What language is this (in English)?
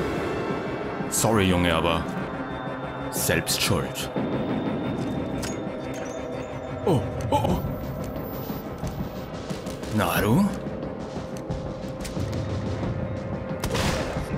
German